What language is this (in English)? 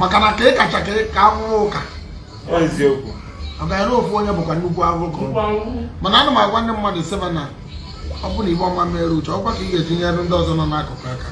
Igbo